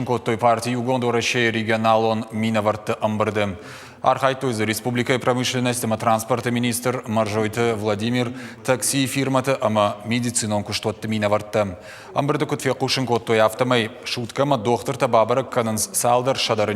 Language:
Ossetic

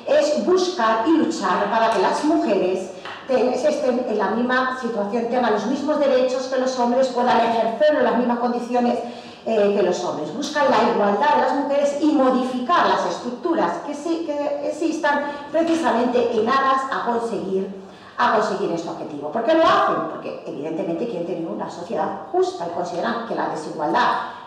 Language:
Spanish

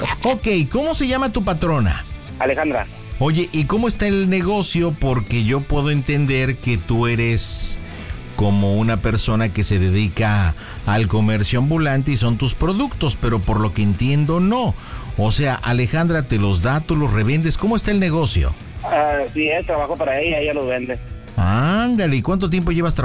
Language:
Spanish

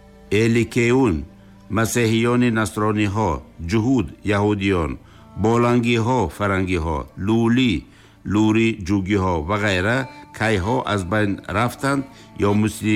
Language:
Tajik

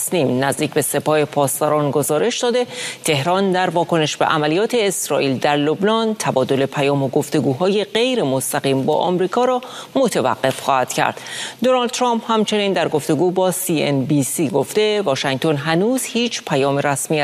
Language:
Persian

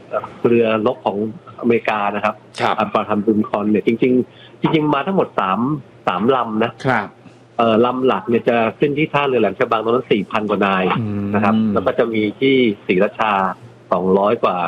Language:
Thai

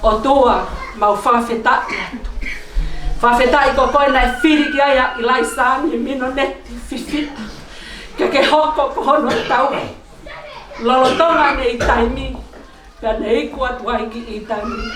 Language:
Tongan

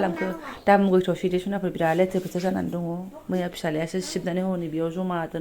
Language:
Bodo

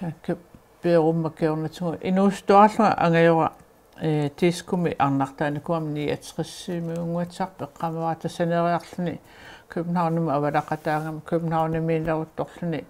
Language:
Kalaallisut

